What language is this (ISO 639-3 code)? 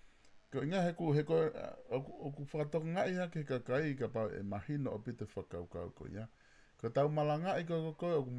ton